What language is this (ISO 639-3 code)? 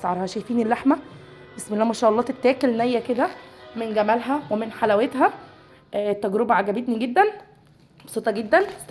arz